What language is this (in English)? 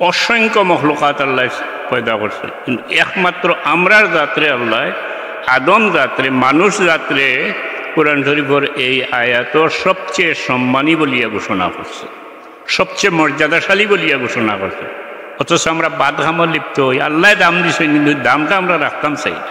Sylheti